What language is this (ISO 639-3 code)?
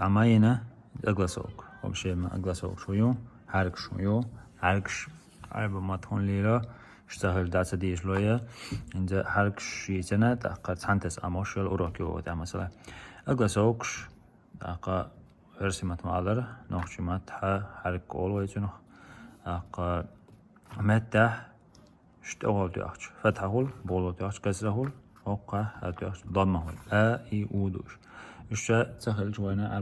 che